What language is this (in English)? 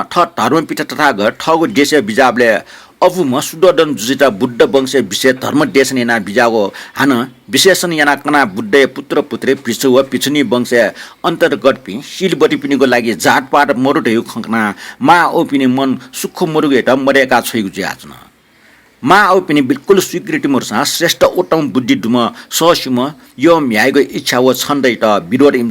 Newari